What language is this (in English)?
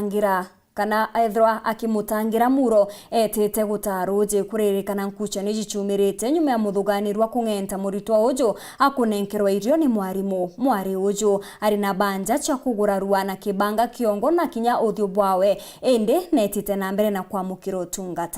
Meru